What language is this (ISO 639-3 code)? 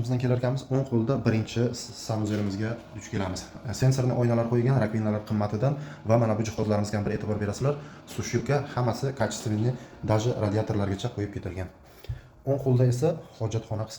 uzb